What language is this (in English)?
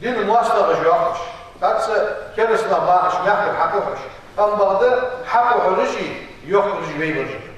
Ingush